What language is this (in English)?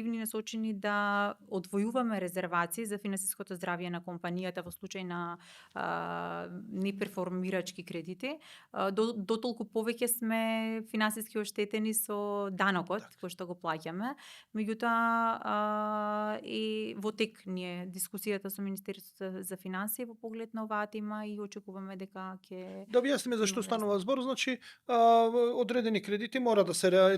Macedonian